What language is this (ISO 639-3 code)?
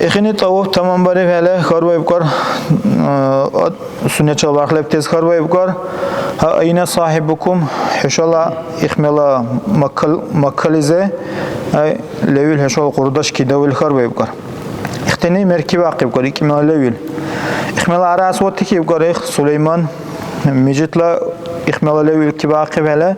dar